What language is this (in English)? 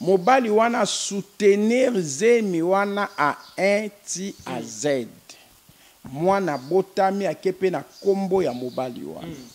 Lingala